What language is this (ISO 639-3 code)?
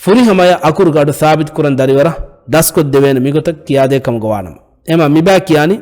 div